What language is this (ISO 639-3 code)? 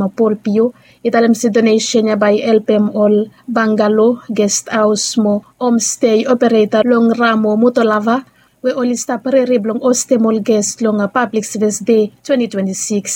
bis